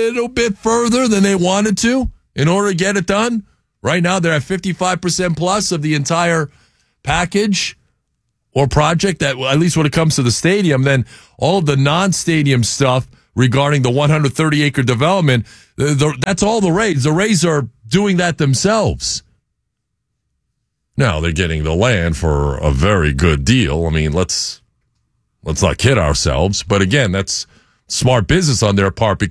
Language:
English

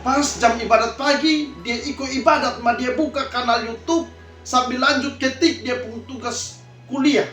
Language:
Kupang Malay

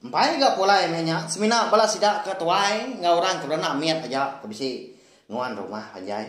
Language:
Iban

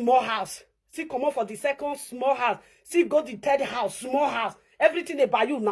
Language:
Nigerian Pidgin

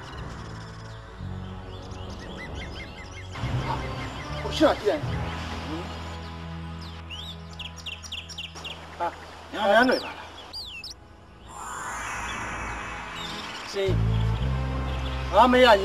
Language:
Burmese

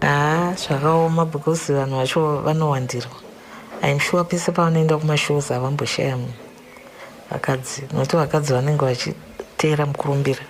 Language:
Shona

